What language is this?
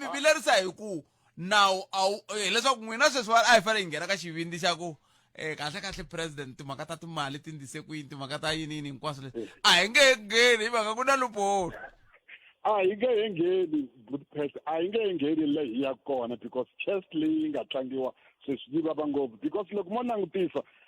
Tsonga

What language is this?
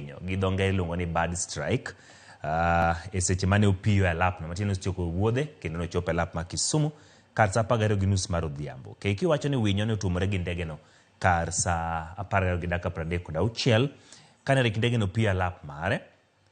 Luo (Kenya and Tanzania)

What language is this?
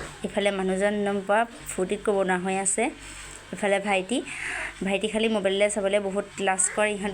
Assamese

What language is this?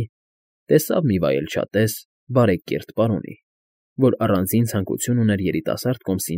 Armenian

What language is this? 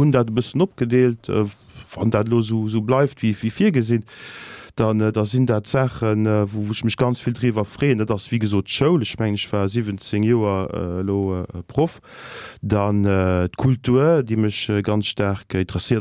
Luxembourgish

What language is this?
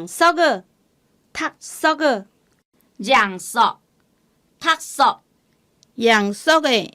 Hakka Chinese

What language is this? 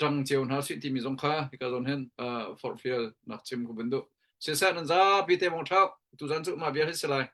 Hakha Chin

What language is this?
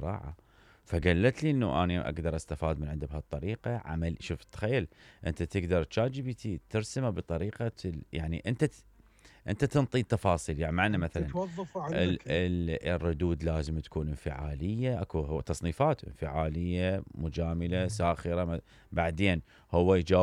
Mesopotamian Arabic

